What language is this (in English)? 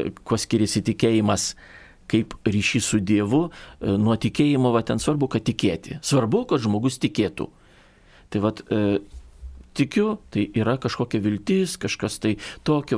Lithuanian